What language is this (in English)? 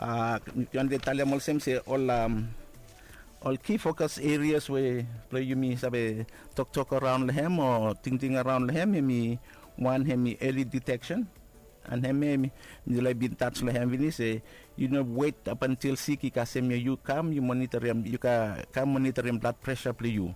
Bislama